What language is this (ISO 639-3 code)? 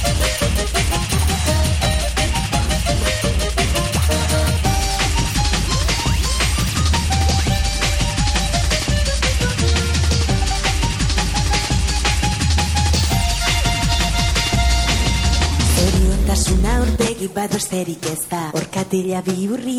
eus